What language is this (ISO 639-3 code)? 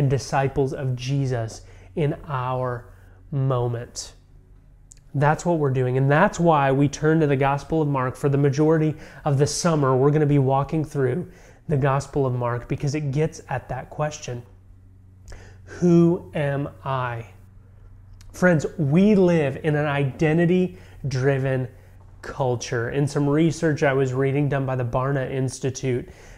eng